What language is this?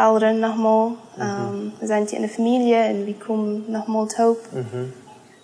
Plautdietsch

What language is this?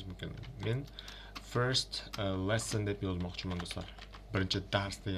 Uzbek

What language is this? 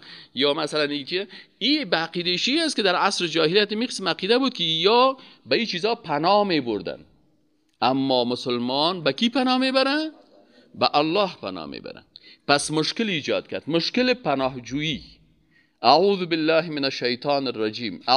Persian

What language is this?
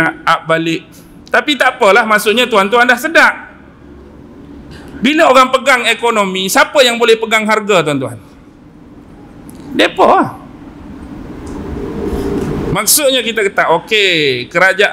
Malay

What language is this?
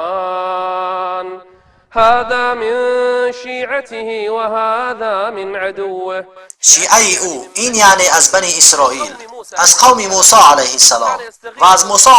Tajik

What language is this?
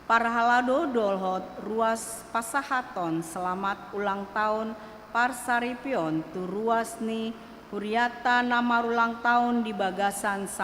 Batak Toba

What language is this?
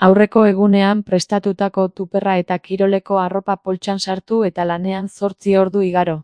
Basque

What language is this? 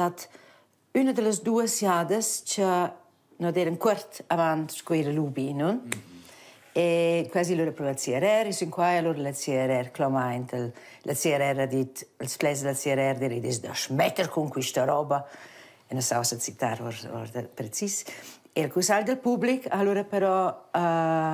Romansh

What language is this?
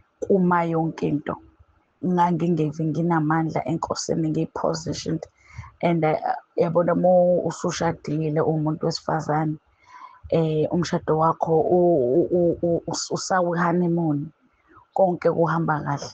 Zulu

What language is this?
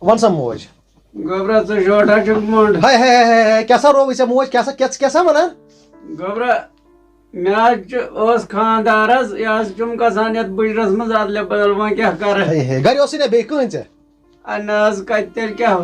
Kashmiri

